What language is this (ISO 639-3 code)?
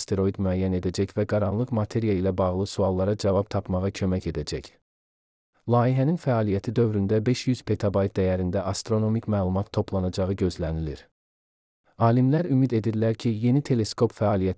aze